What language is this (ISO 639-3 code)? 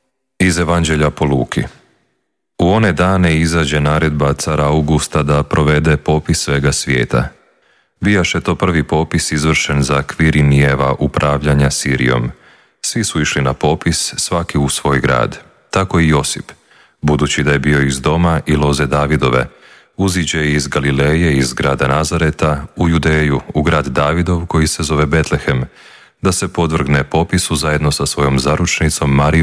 hrv